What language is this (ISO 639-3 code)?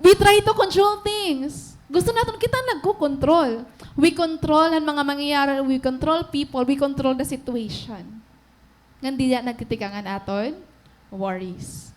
war